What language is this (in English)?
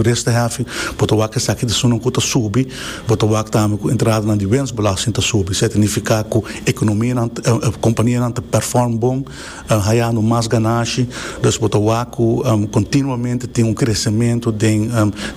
Papiamento